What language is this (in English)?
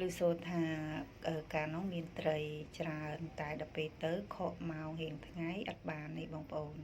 Khmer